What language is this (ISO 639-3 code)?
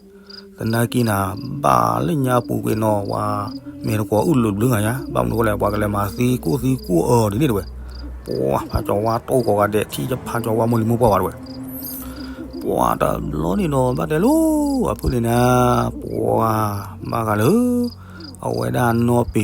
ksw